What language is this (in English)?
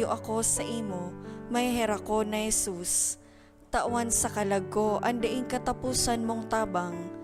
Bikol